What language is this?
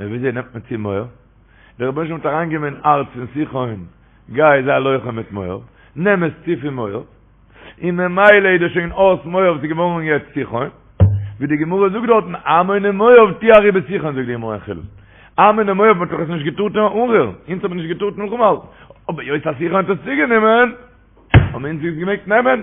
Yiddish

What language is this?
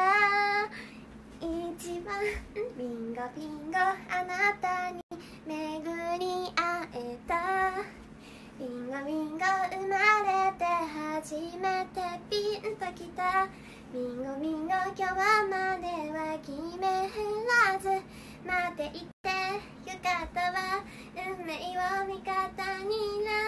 Japanese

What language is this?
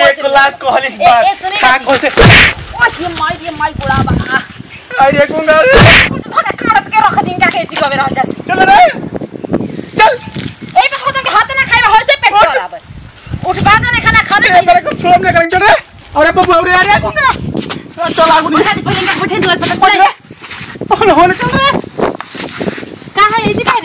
Bhojpuri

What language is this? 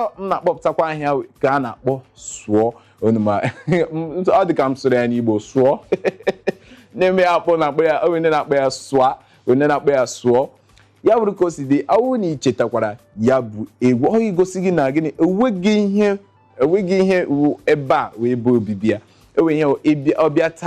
Igbo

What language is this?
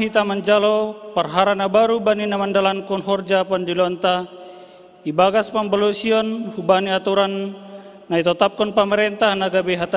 Batak Simalungun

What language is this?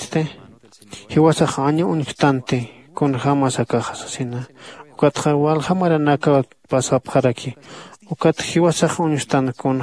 Aymara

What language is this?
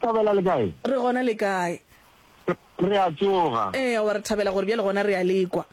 Northern Sotho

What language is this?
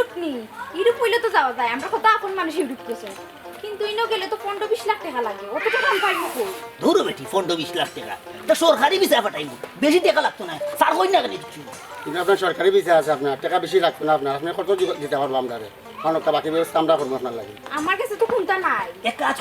Sylheti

